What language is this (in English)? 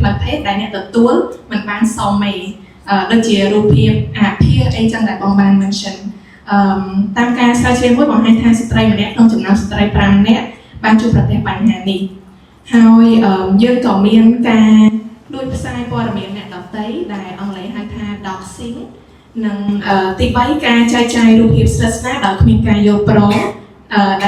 Khmer